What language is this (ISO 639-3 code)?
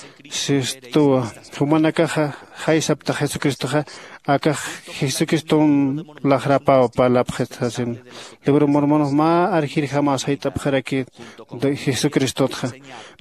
aym